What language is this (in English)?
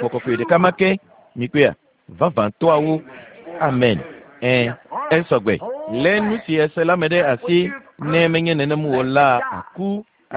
Ewe